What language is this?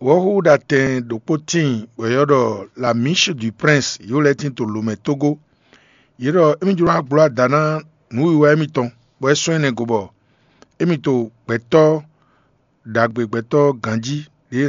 Fon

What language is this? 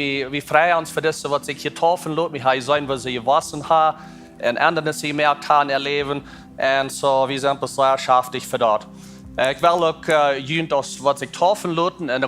Plautdietsch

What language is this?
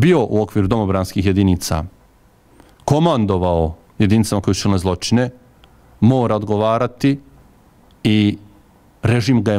Bosnian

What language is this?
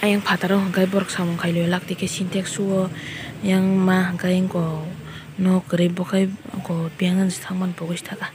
Kok Borok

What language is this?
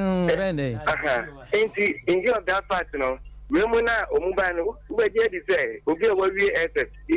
Akan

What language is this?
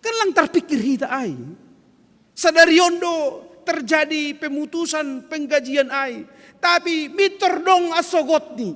Batak Simalungun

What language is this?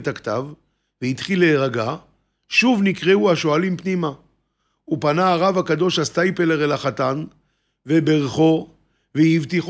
Hebrew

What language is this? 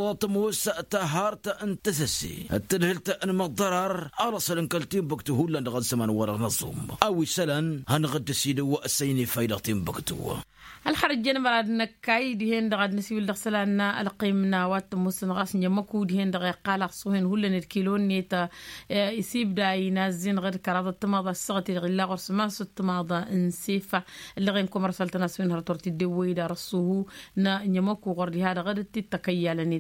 Tamasheq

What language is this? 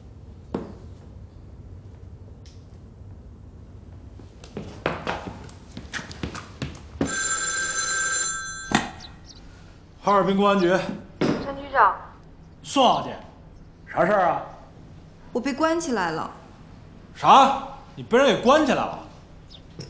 Chinese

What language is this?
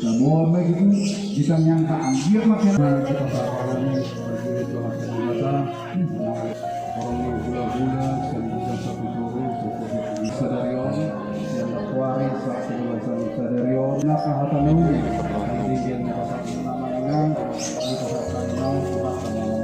Batak Toba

